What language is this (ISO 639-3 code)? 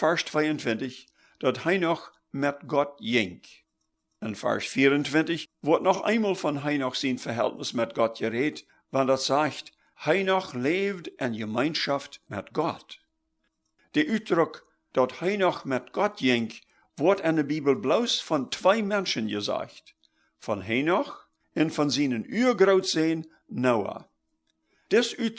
pdt